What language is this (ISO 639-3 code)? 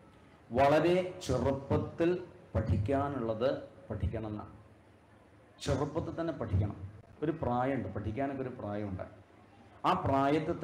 mal